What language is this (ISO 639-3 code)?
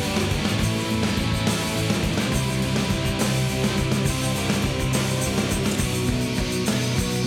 eus